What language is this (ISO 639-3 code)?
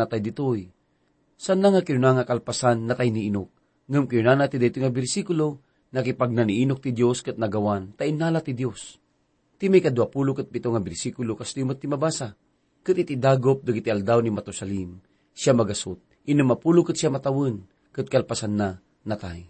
ilo